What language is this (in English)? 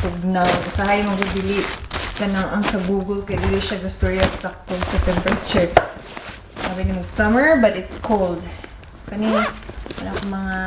Cebuano